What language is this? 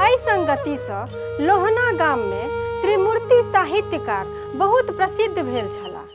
Maithili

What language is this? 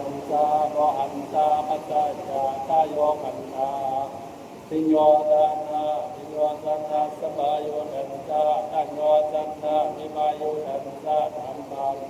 Pali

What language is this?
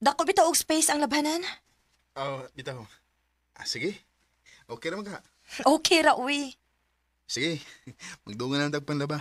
Cebuano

